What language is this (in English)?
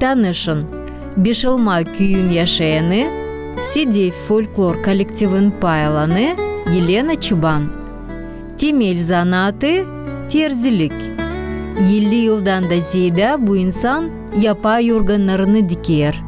Gagauz